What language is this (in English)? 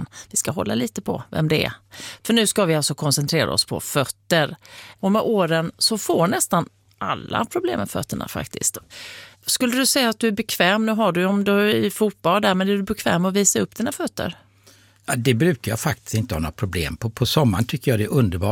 Swedish